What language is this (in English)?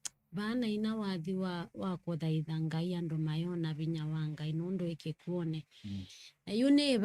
Kamba